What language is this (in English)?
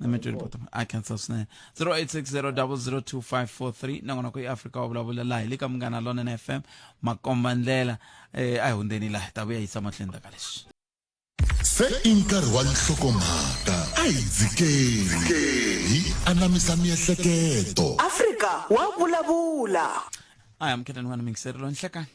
Tsonga